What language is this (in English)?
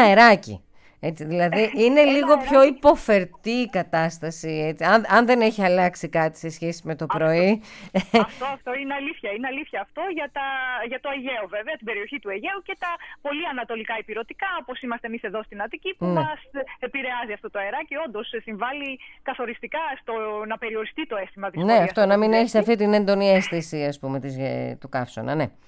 Greek